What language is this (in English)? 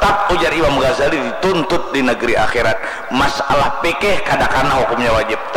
Banjar